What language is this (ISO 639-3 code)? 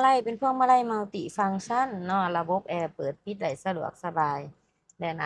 lao